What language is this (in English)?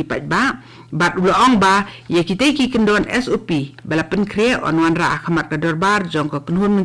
Khasi